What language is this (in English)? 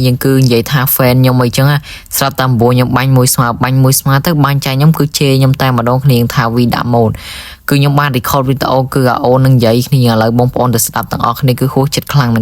Khmer